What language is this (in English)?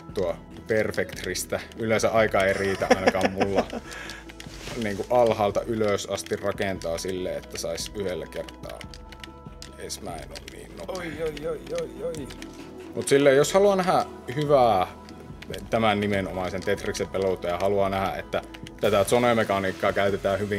Finnish